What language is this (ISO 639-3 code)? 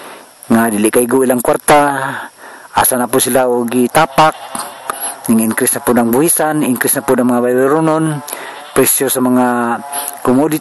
ceb